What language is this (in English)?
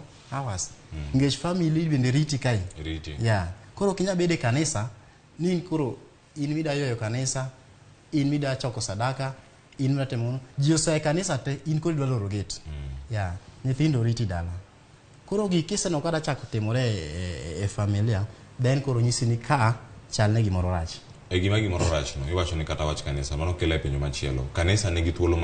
Luo (Kenya and Tanzania)